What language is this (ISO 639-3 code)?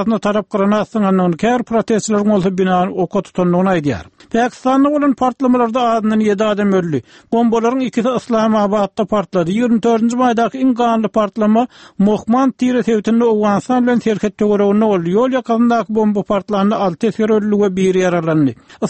tuk